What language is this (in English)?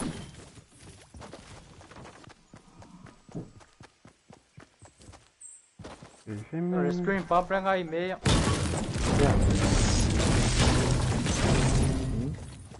Malay